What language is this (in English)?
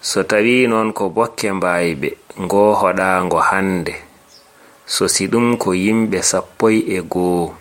Fula